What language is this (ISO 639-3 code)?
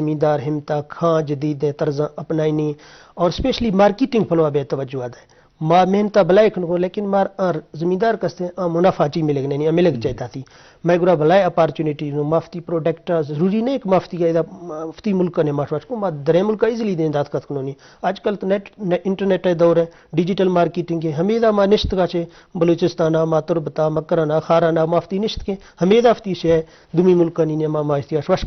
bgp